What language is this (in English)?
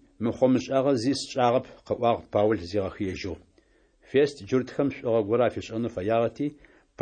Adyghe